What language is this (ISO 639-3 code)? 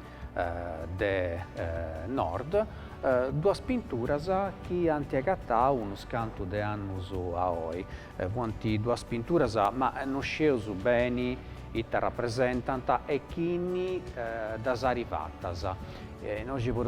srd